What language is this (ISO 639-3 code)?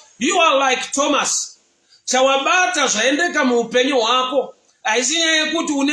sna